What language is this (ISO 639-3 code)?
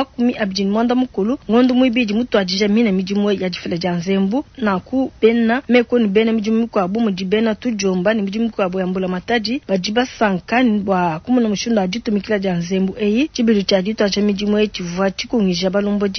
lua